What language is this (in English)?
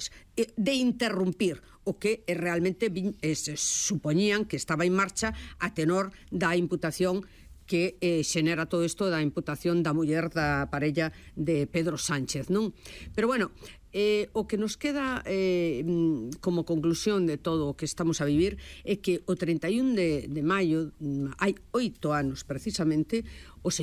Galician